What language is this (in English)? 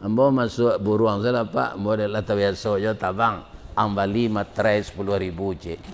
Minangkabau